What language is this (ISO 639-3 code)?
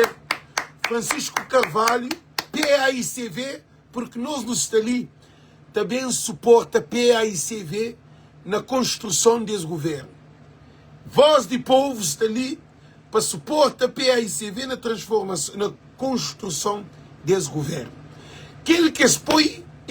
kea